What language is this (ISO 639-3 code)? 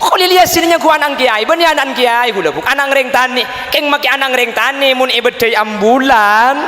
mad